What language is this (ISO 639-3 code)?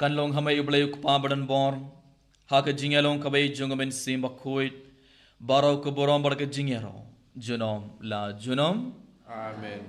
kha